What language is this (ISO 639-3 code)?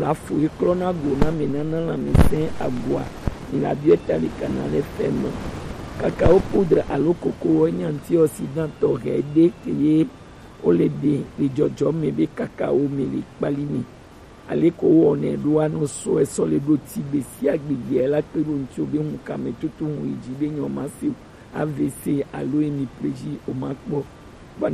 gej